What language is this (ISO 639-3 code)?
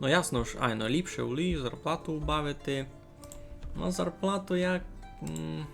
rue